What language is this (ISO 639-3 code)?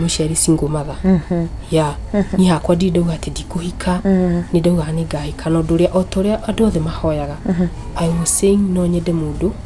kik